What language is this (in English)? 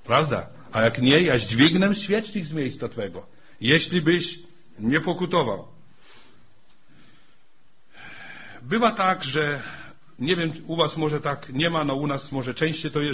Polish